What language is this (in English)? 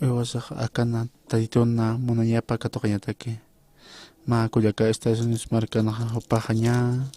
Aymara